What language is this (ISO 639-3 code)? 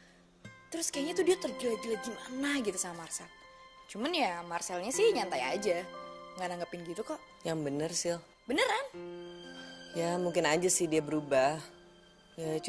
ind